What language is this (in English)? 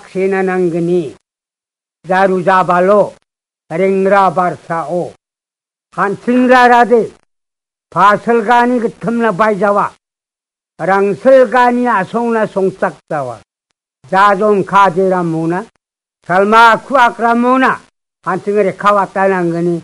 Garo